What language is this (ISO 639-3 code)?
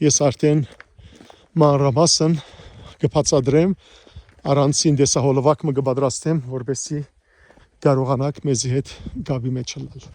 hyw